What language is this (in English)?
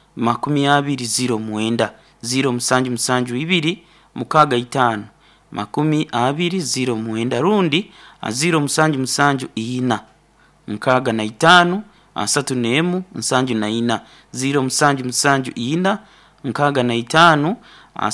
Nyoro